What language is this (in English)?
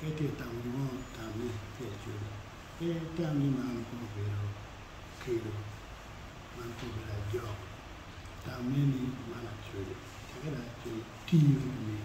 Acoli